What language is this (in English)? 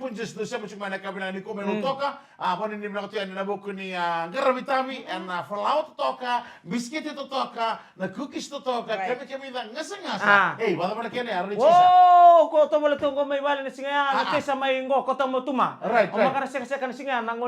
Fijian